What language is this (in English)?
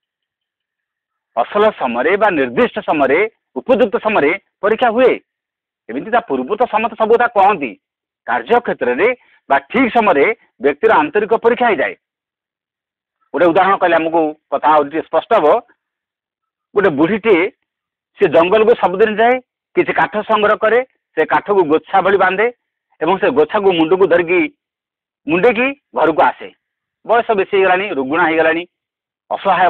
Odia